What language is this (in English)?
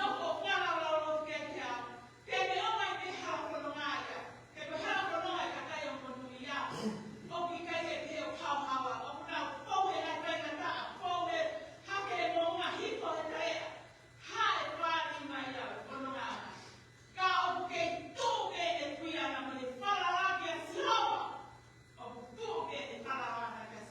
Tongan